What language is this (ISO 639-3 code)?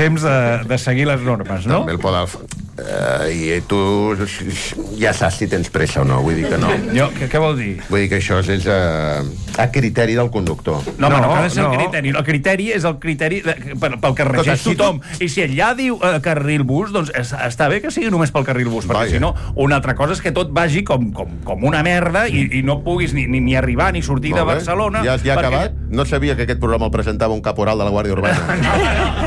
cat